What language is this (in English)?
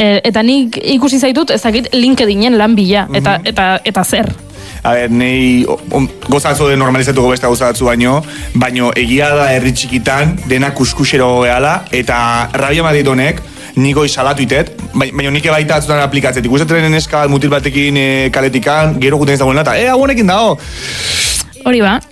Basque